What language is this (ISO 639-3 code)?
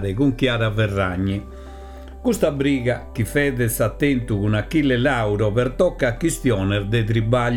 srd